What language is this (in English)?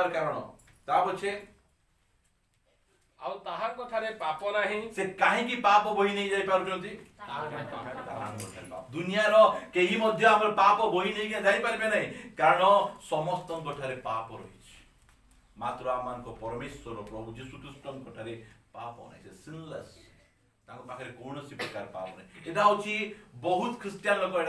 Odia